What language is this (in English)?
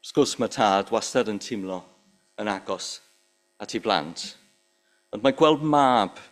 Welsh